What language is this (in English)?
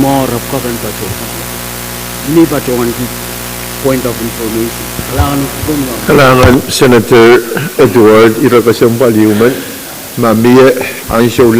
Pohnpeian